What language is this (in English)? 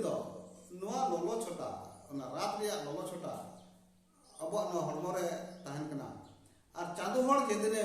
Santali